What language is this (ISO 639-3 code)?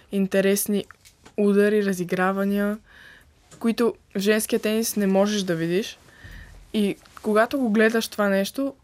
bul